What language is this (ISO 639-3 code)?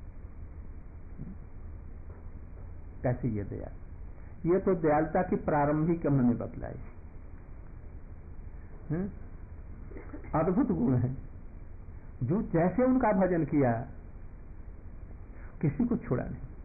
hin